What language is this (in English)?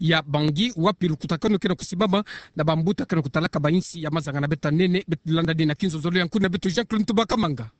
Kituba (Democratic Republic of Congo)